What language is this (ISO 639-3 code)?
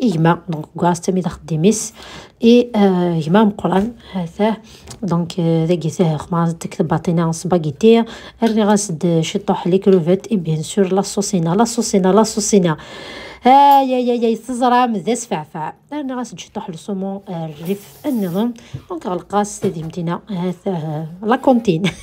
kab